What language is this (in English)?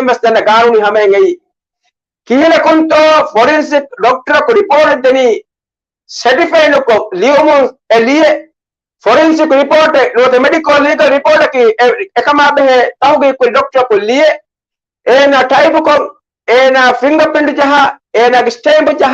Divehi